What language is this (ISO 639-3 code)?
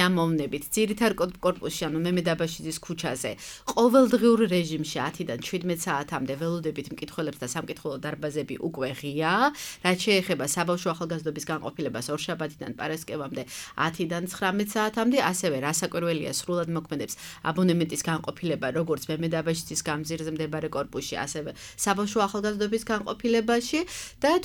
kat